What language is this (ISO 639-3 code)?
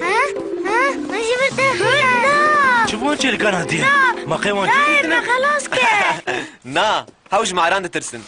kur